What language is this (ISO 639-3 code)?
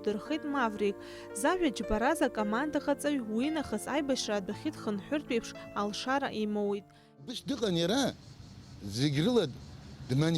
abk